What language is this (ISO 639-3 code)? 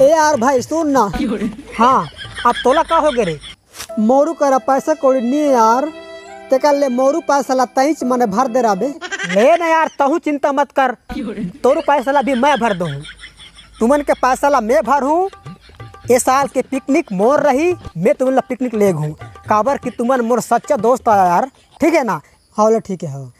hne